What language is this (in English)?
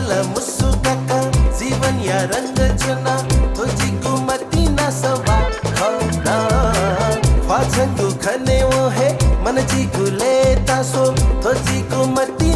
Newari